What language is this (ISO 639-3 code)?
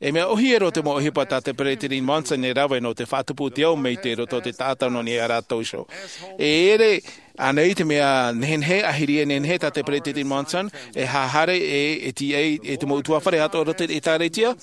tah